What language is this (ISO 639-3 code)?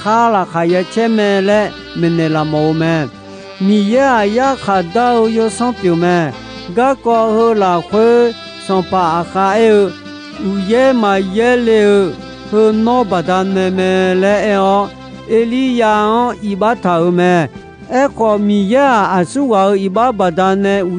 ahk